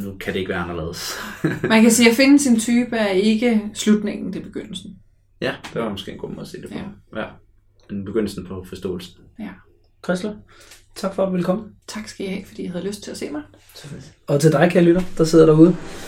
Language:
Danish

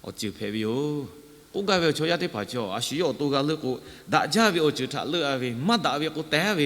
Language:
Lahu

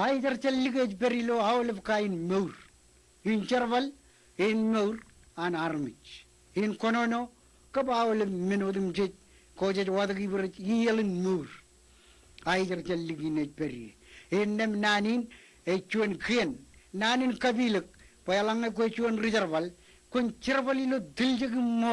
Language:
Marshallese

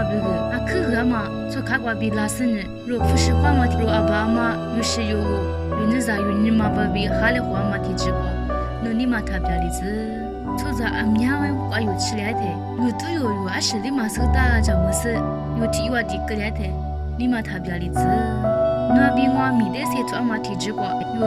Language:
Lisu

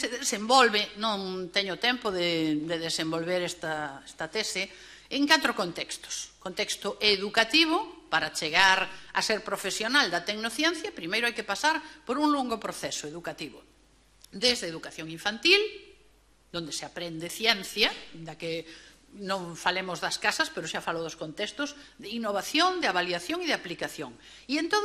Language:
Galician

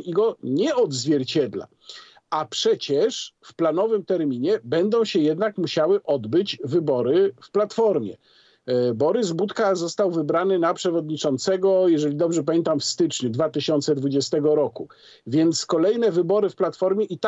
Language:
Polish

